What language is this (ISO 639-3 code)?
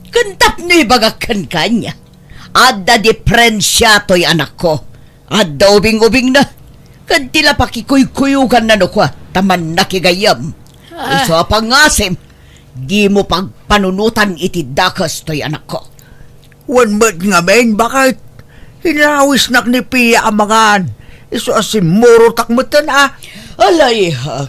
ilo